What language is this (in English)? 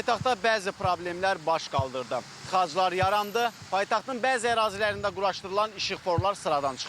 Azerbaijani